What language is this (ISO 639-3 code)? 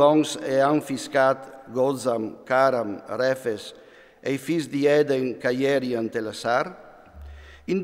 fur